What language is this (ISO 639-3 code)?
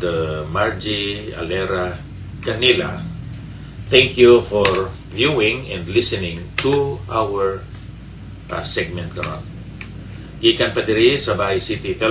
hil